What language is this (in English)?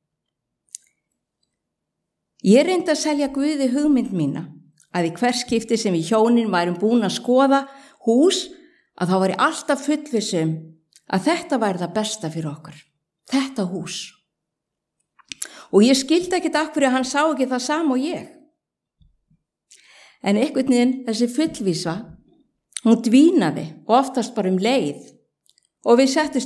Icelandic